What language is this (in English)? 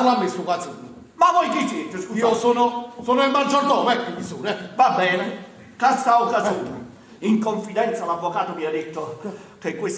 Neapolitan